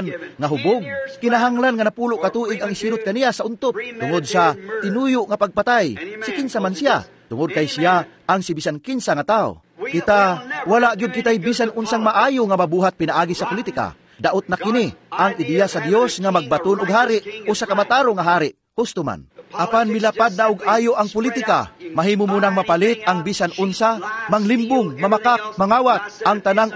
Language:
Cebuano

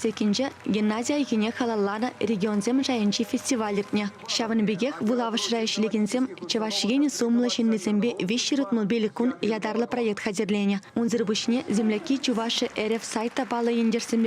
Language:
Chuvash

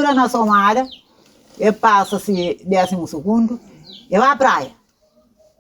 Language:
Kabuverdianu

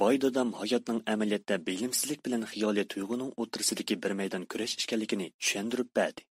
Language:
Uyghur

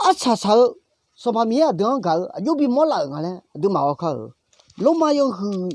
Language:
Akha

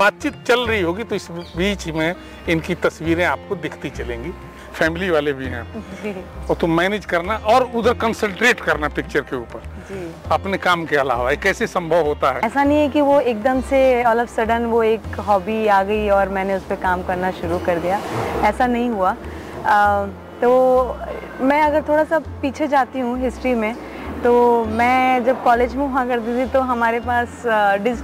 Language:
Hindi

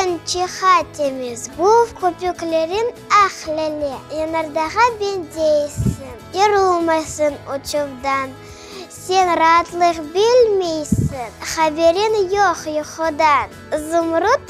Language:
Crimean Tatar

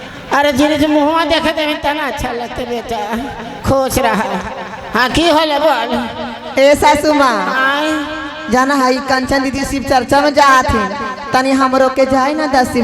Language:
Magahi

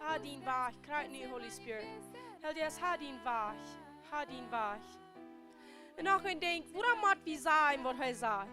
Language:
Plautdietsch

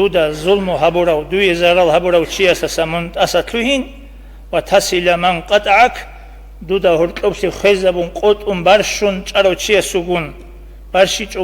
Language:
Avaric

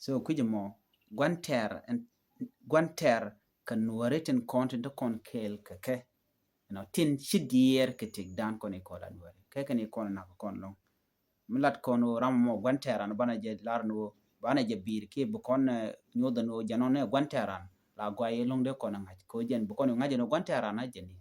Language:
Nuer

